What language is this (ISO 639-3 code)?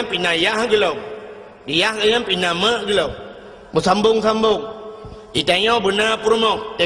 ace